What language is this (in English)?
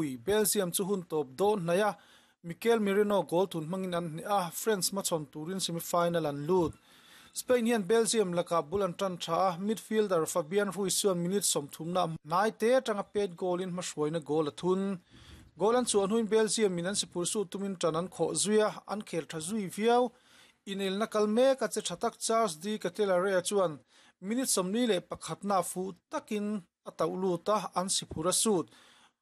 Mizo